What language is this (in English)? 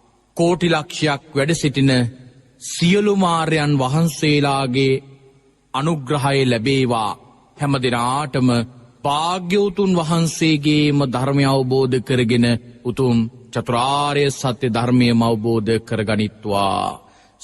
Sinhala